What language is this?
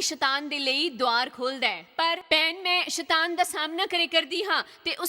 Dogri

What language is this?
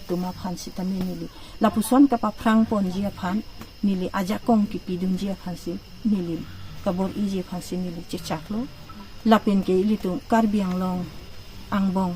Karbi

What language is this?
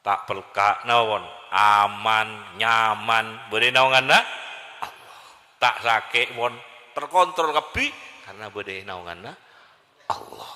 Madurese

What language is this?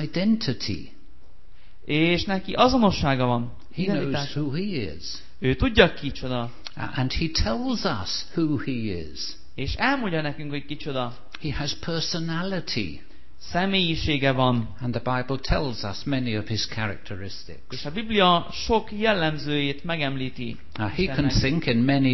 Hungarian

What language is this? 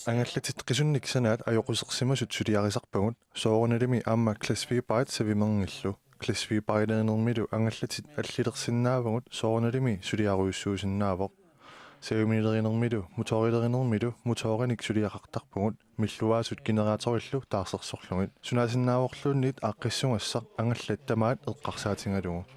Kalaallisut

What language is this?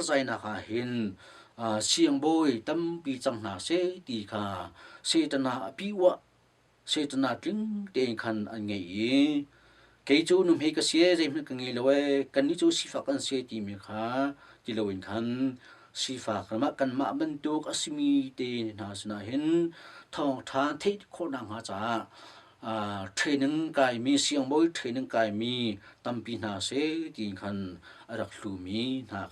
Hakha Chin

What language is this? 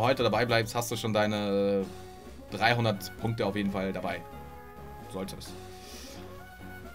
German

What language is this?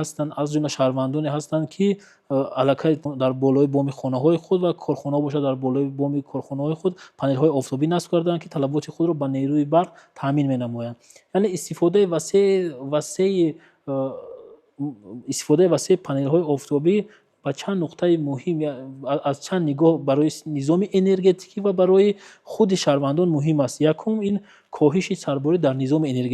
Tajik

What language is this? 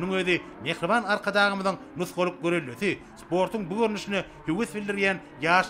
Turkmen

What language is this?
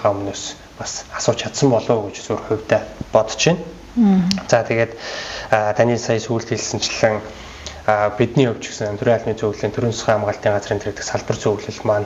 Mongolian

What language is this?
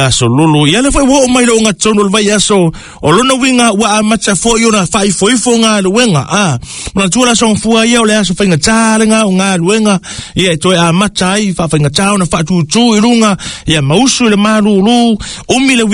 Samoan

